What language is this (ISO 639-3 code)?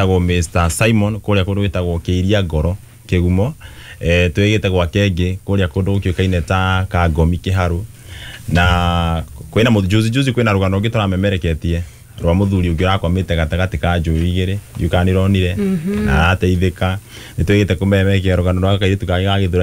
kik